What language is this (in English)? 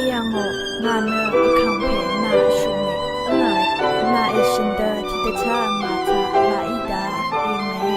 Rawang